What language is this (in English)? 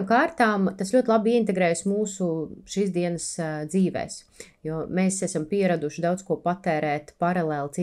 Latvian